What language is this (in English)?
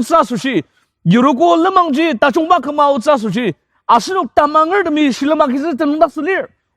Ao Naga